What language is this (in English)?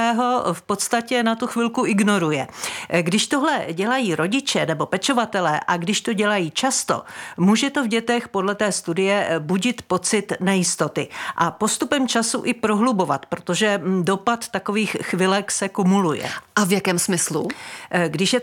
Czech